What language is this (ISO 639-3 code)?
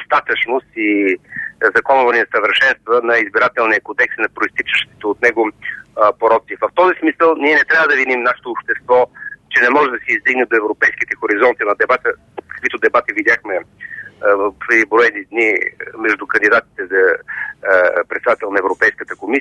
bul